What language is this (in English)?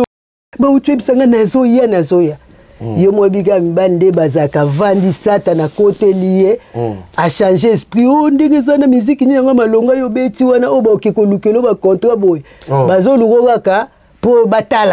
Lingala